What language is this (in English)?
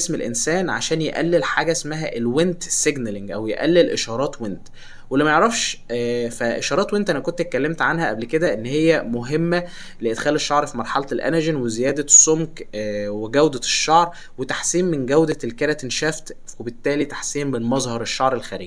Egyptian Arabic